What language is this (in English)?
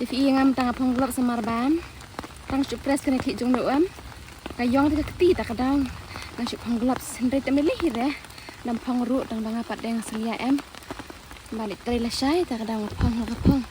Khasi